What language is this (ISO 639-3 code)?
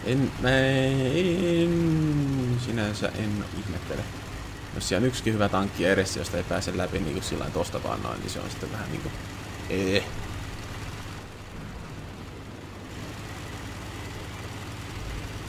fin